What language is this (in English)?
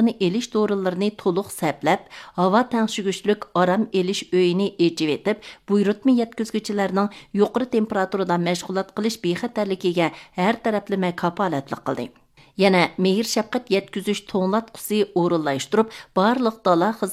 Uyghur